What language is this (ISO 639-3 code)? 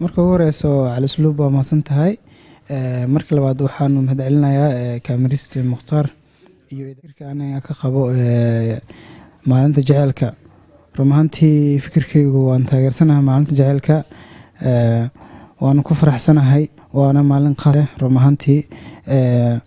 som